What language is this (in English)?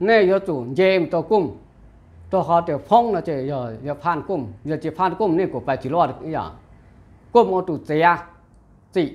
Hmong